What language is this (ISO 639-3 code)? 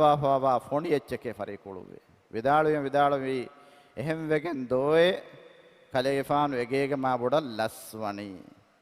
div